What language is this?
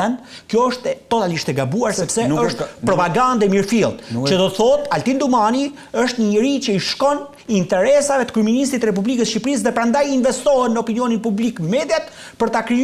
Albanian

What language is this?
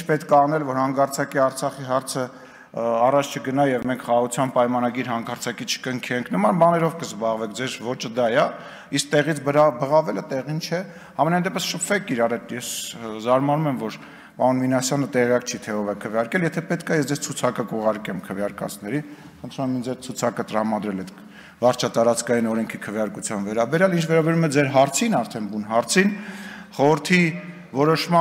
Armenian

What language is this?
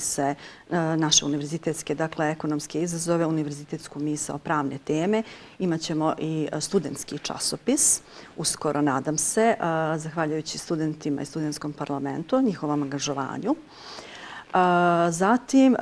Bosnian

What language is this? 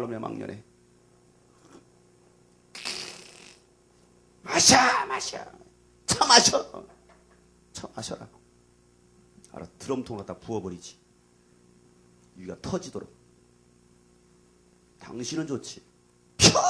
Korean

